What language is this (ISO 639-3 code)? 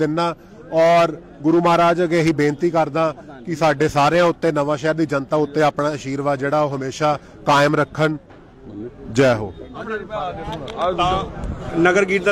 pan